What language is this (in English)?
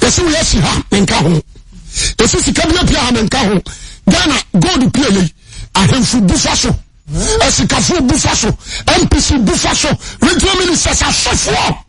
Akan